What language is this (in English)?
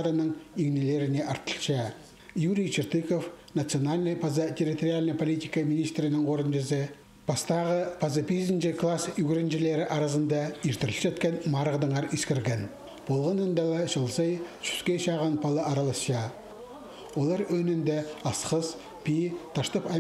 Khakas